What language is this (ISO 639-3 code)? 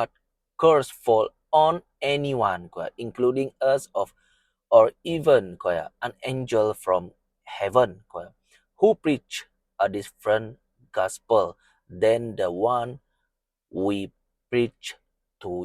iba